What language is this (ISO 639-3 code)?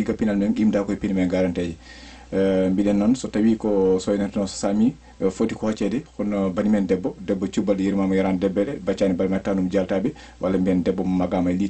ful